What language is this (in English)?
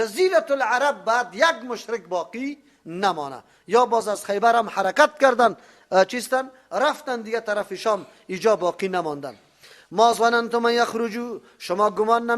Persian